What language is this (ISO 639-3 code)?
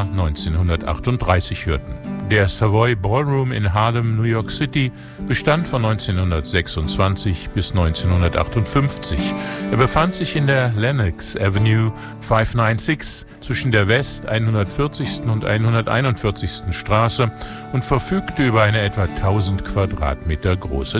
deu